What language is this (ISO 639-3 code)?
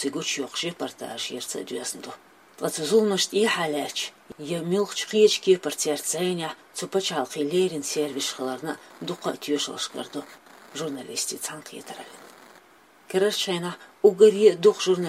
che